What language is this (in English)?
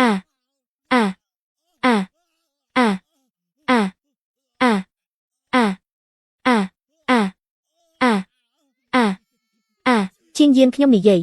Khmer